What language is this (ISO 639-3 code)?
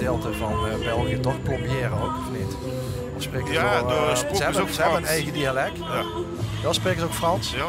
lim